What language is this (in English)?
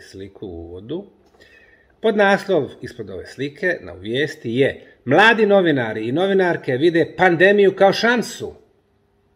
Bosnian